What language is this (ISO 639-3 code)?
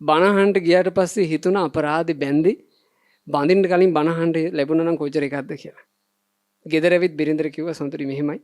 sin